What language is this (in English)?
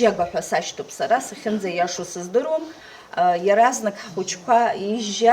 Abkhazian